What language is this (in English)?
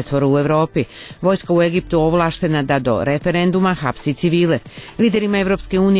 Croatian